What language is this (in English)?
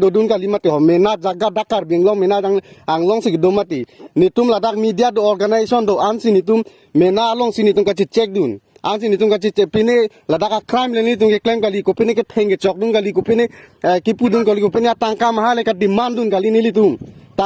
Karbi